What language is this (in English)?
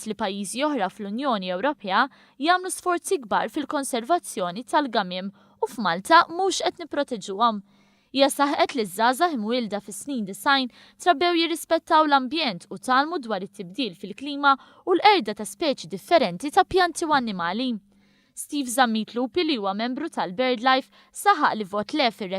Maltese